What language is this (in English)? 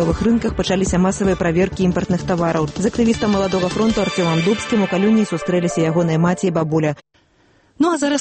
Belarusian